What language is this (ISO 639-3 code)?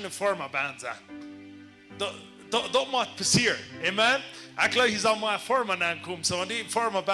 pdt